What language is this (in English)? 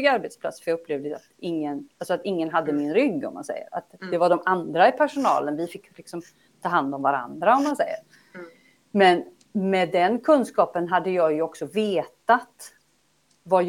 Swedish